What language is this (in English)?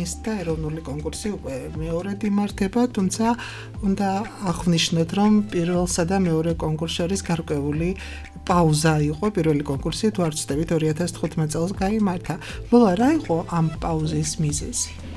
Georgian